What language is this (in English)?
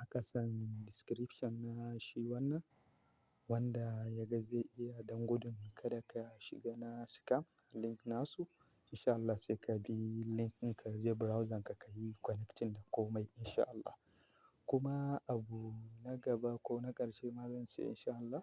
Hausa